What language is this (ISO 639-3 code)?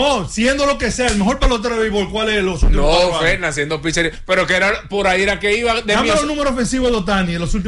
spa